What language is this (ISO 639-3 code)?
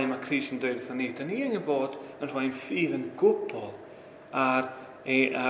cym